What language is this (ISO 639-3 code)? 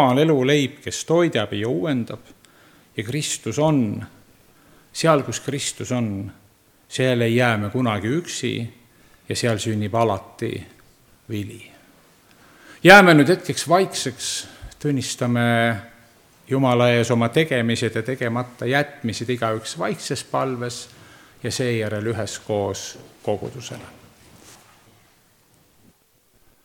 est